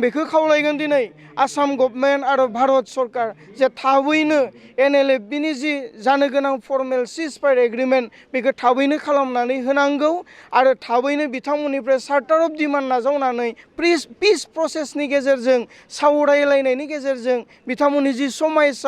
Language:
Bodo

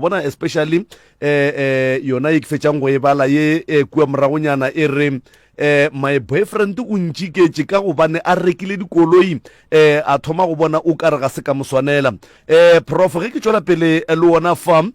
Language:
Northern Sotho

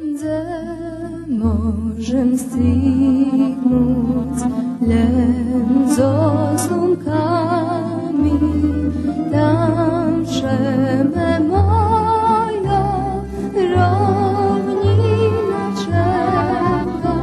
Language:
Rusyn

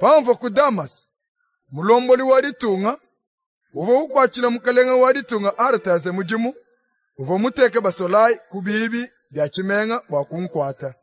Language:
Luba-Lulua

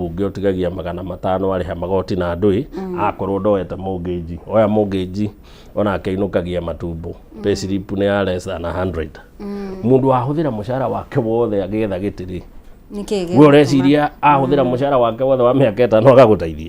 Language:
Kikuyu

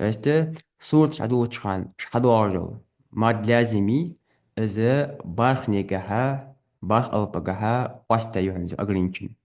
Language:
Ingush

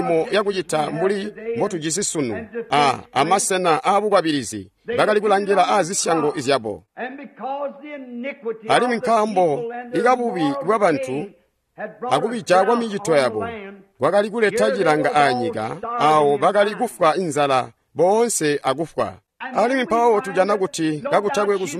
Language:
Tonga (Zambia)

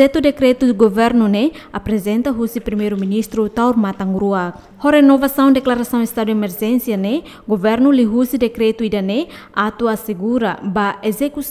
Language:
Tetum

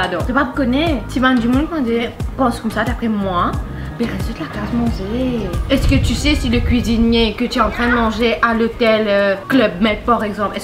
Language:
Morisyen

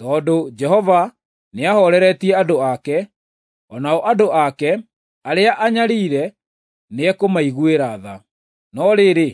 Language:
Kikuyu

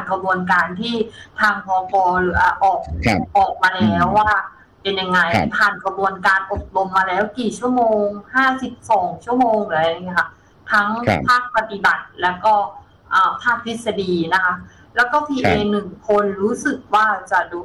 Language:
Thai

